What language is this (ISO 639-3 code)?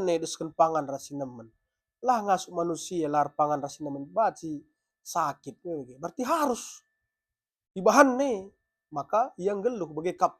btx